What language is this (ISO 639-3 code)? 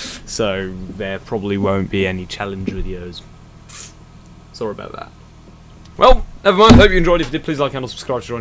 eng